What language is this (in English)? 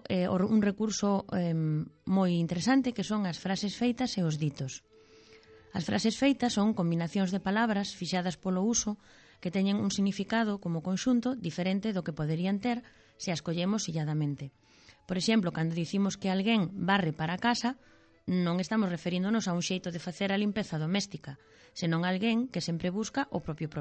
Galician